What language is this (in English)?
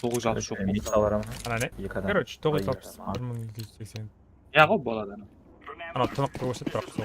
Kara-Kalpak